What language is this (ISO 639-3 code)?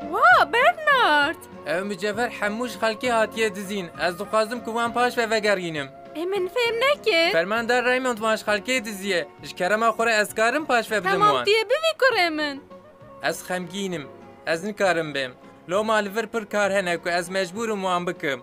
kur